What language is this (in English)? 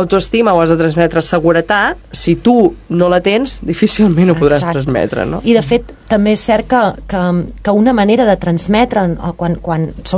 Catalan